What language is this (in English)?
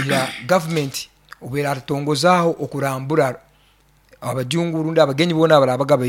Nyoro